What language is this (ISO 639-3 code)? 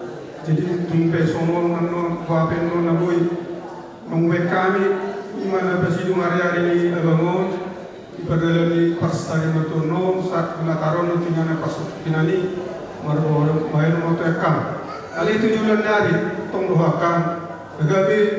bbc